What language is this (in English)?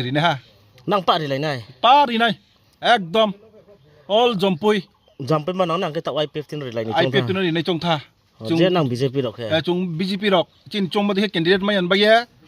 Riang (India)